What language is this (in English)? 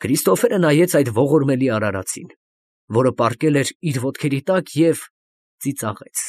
Armenian